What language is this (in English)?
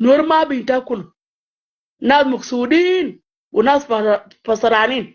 Nuer